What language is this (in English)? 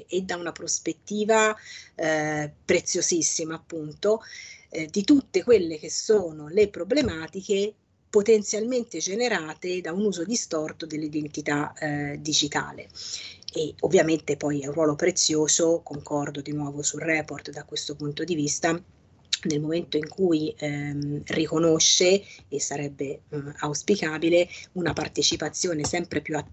Italian